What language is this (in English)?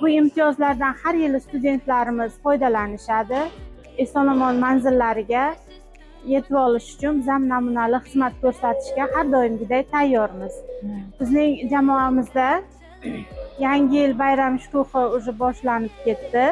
Uzbek